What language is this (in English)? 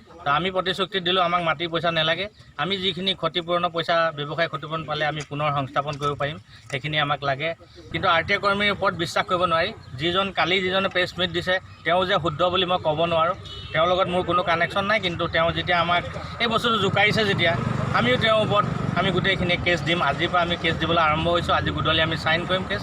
Assamese